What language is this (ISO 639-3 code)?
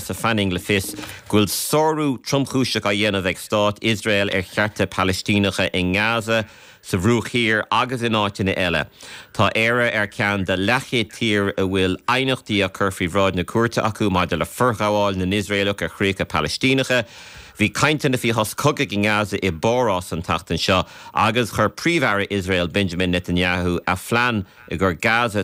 gle